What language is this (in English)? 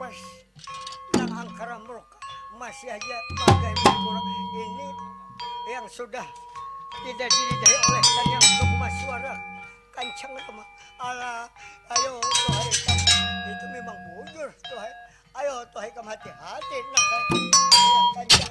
Banjar